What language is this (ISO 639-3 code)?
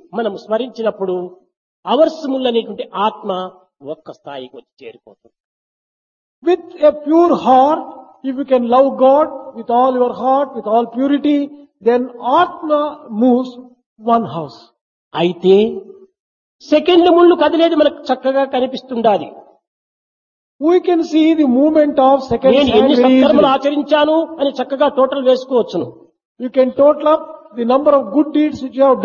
tel